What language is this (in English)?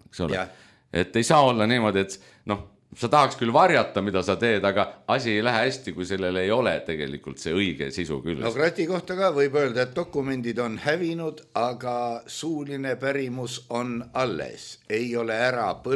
Estonian